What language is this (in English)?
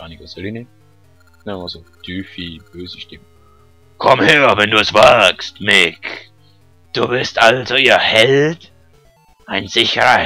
Swiss German